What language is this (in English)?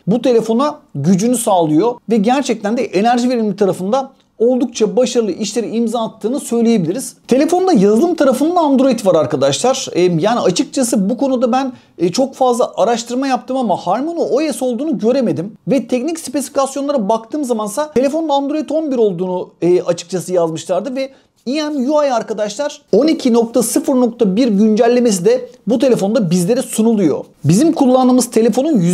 Turkish